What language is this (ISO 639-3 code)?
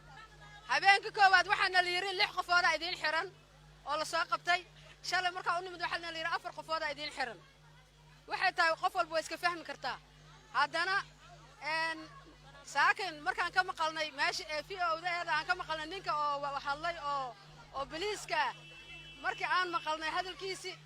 som